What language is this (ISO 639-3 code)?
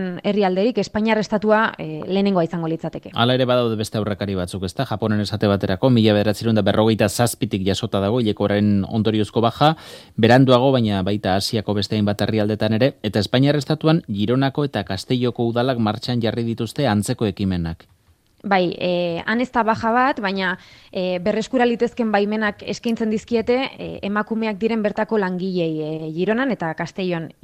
eus